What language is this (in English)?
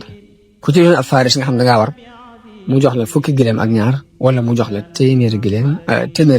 Wolof